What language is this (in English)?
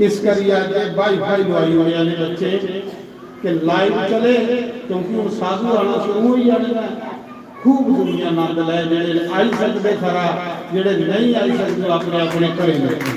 Dogri